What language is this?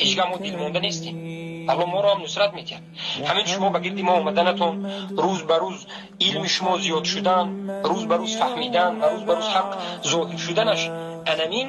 Tajik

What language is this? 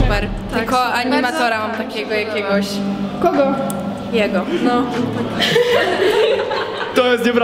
Polish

